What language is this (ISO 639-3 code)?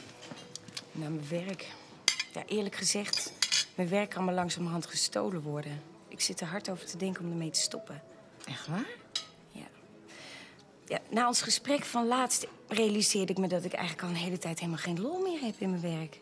nld